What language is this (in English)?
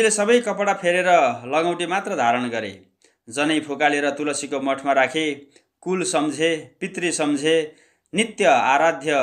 Nepali